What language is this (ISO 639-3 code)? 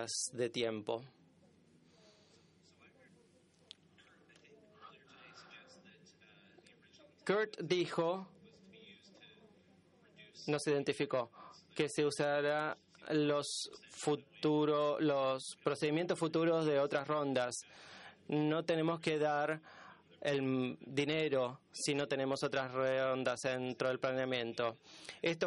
spa